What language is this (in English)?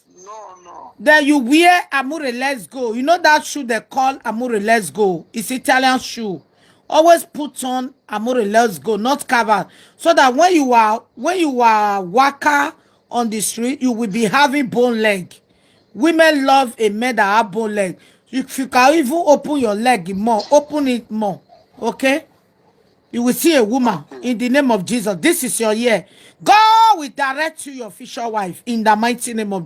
Nigerian Pidgin